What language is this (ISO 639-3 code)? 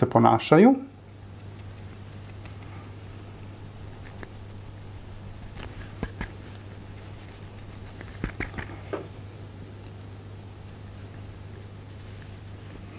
hrv